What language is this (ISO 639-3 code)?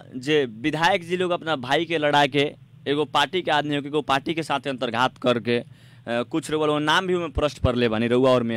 bho